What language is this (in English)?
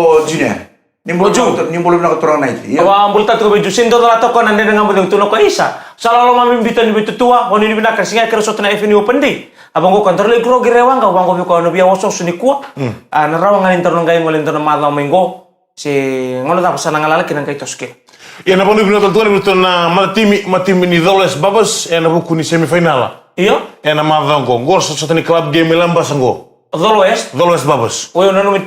Fijian